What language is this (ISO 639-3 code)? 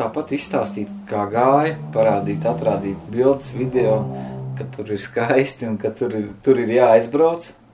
lav